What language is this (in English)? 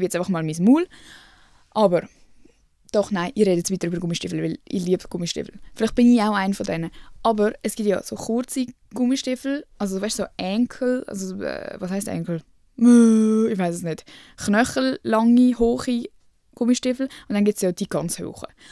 Swiss German